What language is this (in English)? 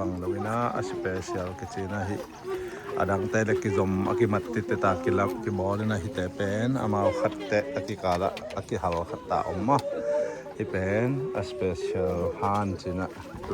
Tedim Chin